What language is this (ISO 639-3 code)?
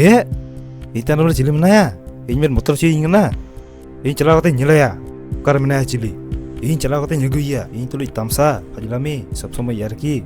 sat